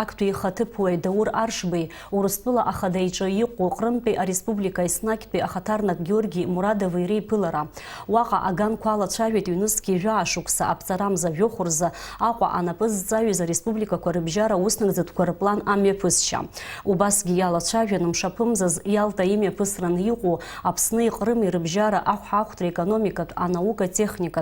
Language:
Abkhazian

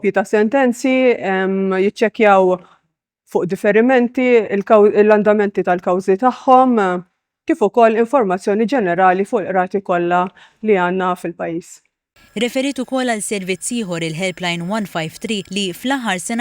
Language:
Maltese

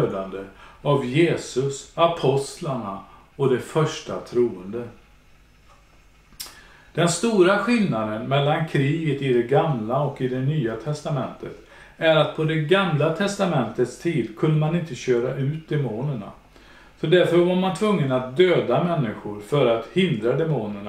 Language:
Swedish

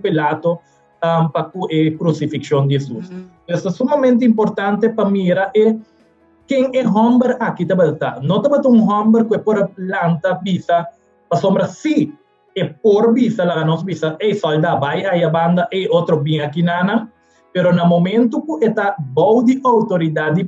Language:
Papiamento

